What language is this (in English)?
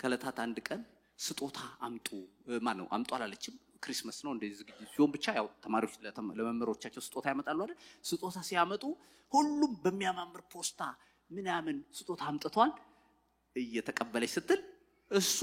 Amharic